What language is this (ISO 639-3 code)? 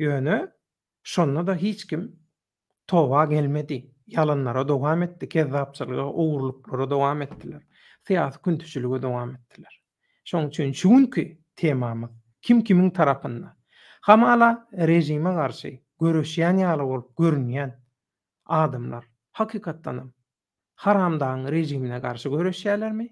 tuk